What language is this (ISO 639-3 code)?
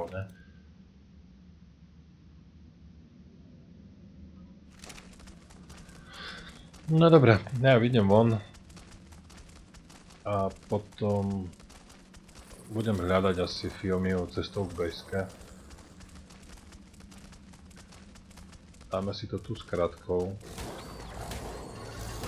slk